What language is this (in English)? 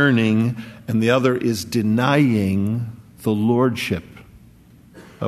English